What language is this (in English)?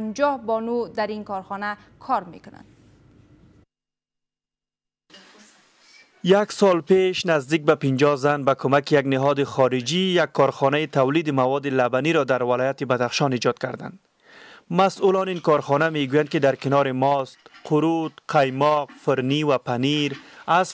Persian